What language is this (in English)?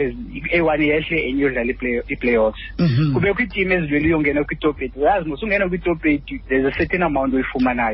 Xhosa